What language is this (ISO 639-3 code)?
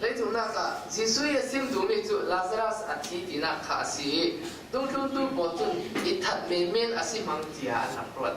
cfm